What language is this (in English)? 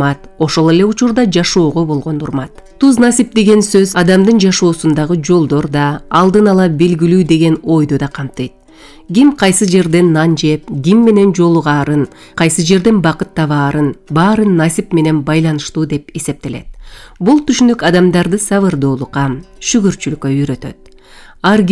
Kyrgyz